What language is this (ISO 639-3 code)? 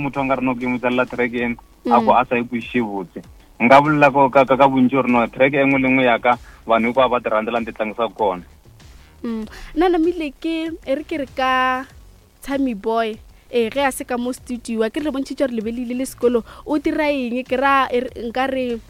nso